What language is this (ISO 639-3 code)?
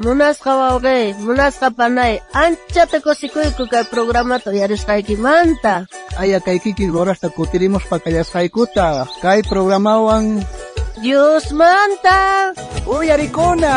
quh